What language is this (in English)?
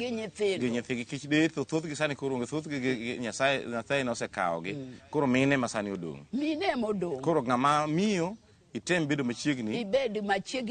Luo (Kenya and Tanzania)